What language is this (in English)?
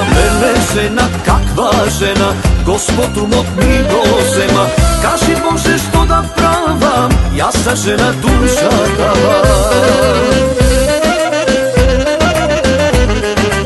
Macedonian